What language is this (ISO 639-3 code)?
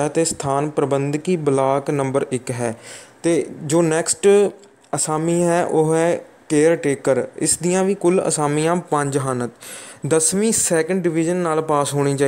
pan